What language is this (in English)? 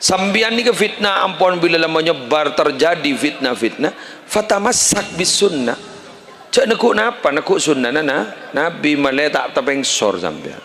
Madurese